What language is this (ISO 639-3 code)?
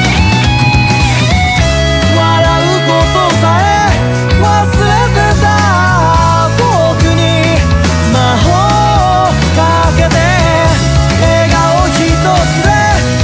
jpn